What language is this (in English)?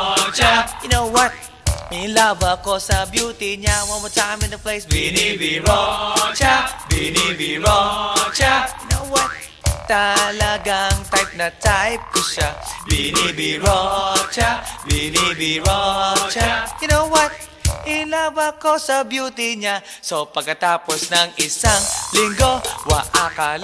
Filipino